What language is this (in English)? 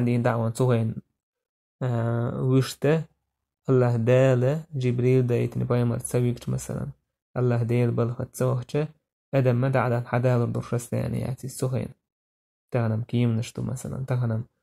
Chechen